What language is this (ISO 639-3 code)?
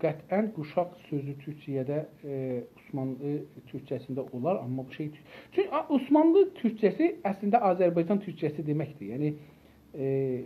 azb